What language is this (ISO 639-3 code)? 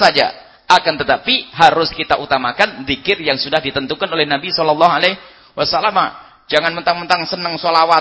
ind